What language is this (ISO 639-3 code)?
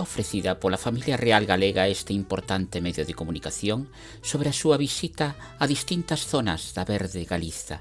glg